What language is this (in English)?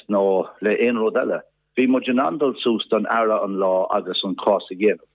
Irish